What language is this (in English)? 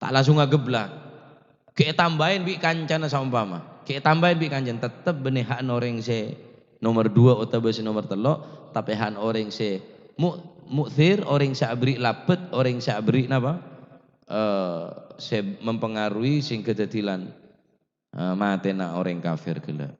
Madurese